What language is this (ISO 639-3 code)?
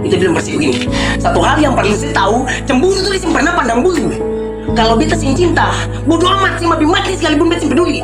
abs